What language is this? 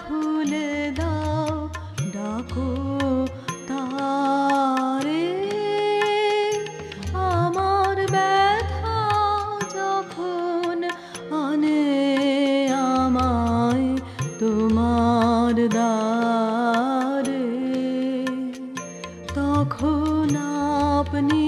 Bangla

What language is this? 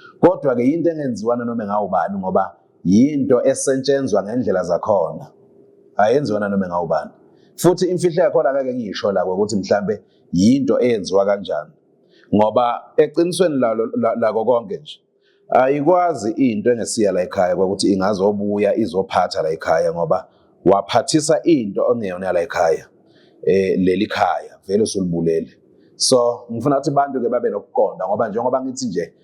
Zulu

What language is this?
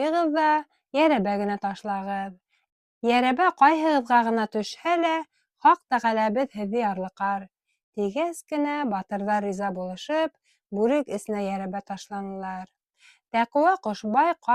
Bashkir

